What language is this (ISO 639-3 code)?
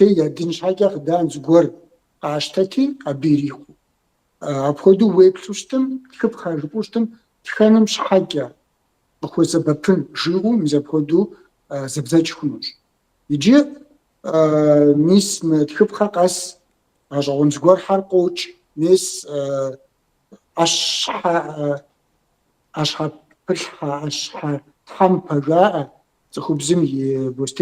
kbd